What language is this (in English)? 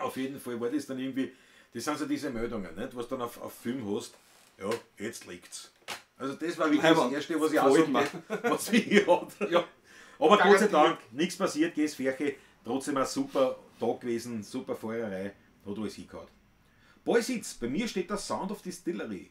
Bavarian